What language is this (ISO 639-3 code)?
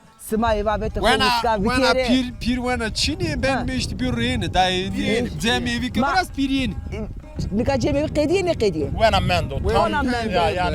zza